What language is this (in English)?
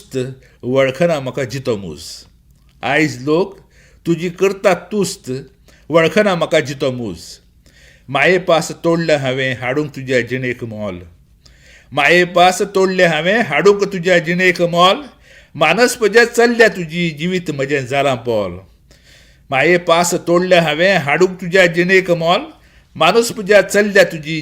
Konkani